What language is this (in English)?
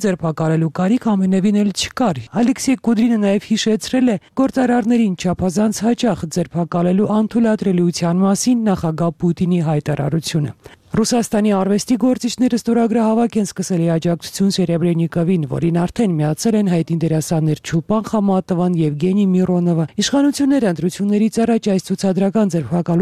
Armenian